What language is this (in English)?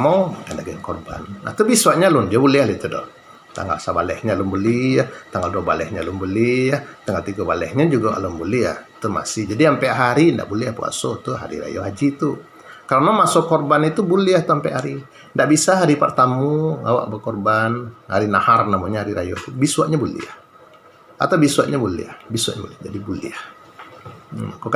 Minangkabau